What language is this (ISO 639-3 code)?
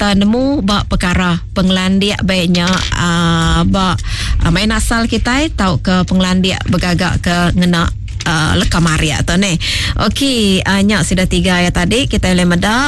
iba